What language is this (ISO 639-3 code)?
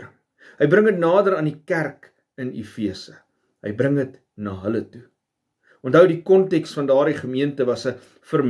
afr